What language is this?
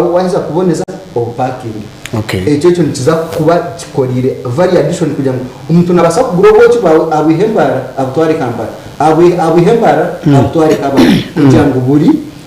Nyankole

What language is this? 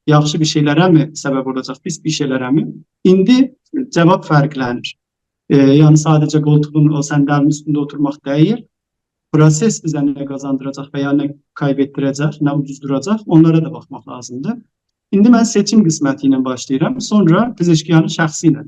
South Azerbaijani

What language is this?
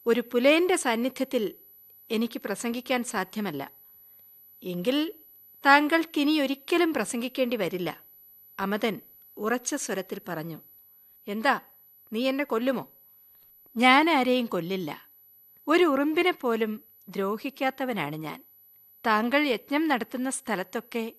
Malayalam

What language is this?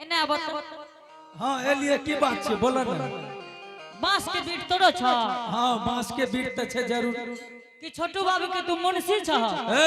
Angika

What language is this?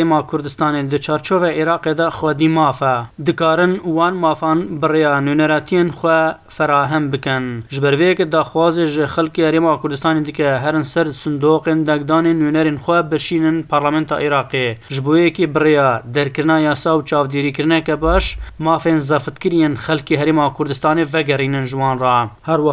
Kurdish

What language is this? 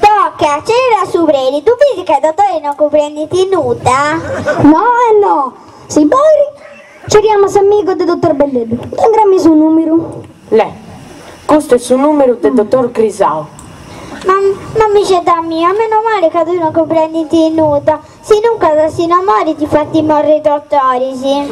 Sardinian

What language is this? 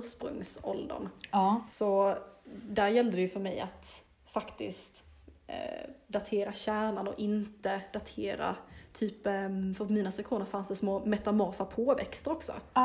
Swedish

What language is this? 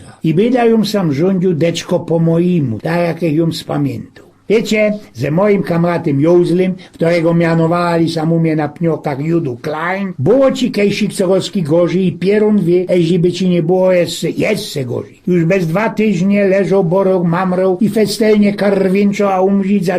Silesian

